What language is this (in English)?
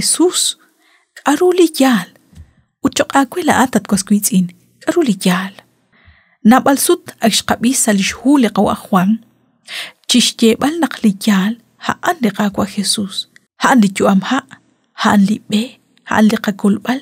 Kekchí